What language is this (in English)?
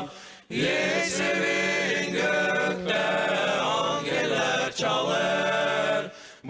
Gagauz